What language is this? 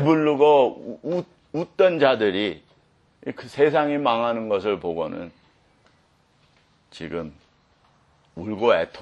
Korean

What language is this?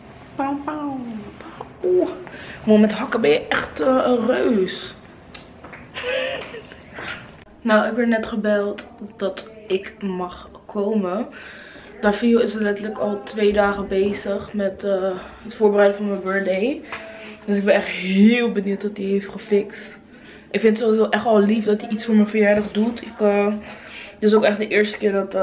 Dutch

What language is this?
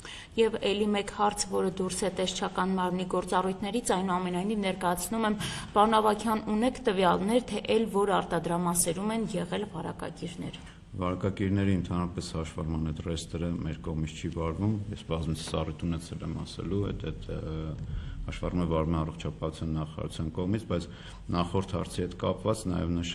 Armenian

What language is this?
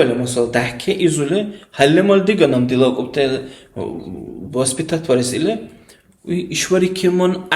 Dargwa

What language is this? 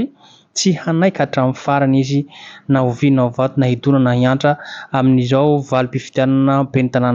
Malagasy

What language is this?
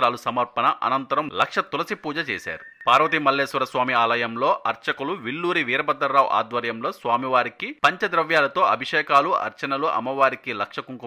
Telugu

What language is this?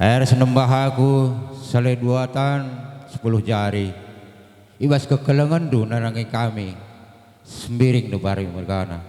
Batak Karo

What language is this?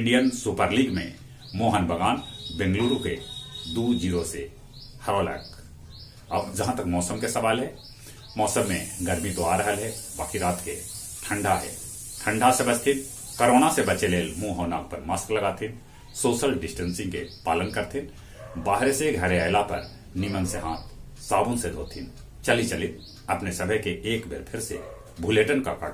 Magahi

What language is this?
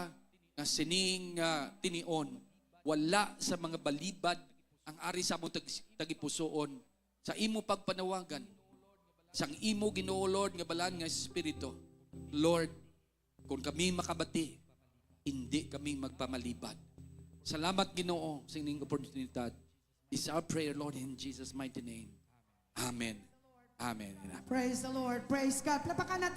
Hiligaynon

